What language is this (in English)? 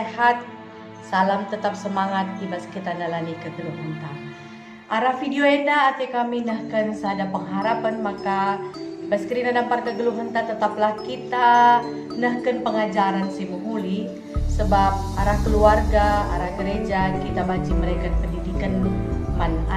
Batak Karo